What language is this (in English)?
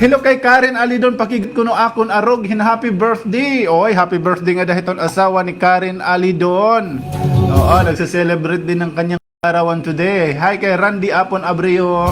Waray